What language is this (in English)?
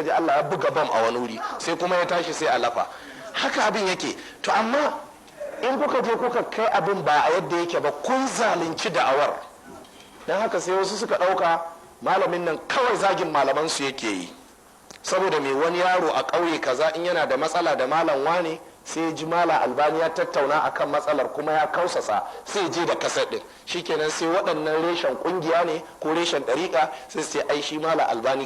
Hausa